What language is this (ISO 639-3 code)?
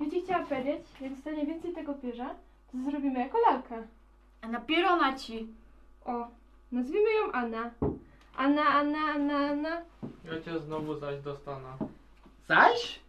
szl